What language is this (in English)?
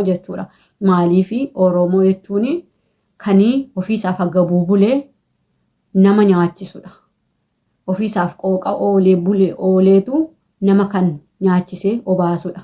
Oromo